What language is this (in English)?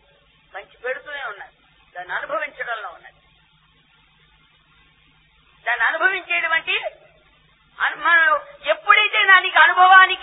Telugu